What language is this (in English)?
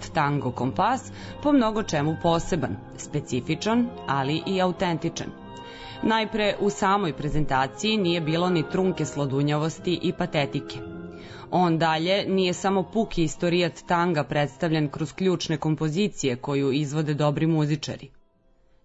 Serbian